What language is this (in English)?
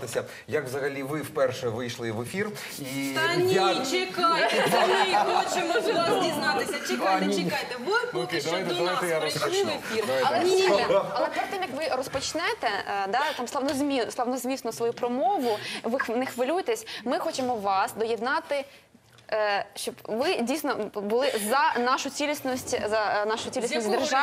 Ukrainian